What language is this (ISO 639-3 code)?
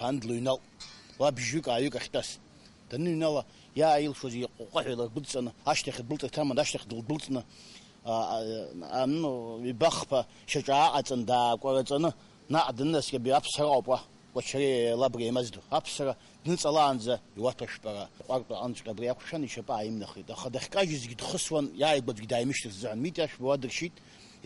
abk